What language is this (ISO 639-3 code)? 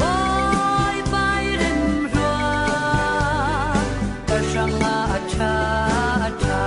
cfm